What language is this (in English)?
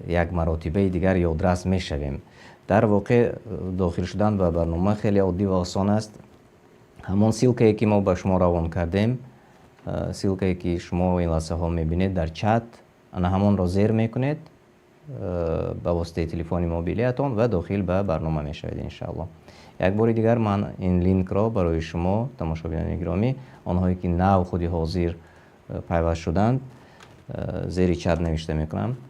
Tajik